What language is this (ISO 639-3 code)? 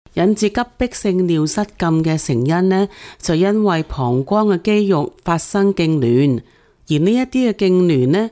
yue